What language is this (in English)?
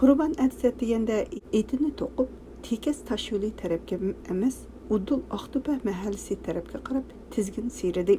Uyghur